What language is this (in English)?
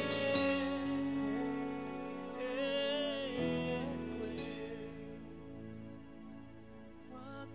Ganda